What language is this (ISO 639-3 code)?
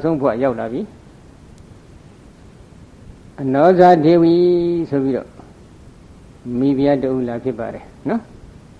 mya